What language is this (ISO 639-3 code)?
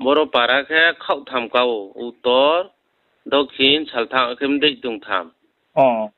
ria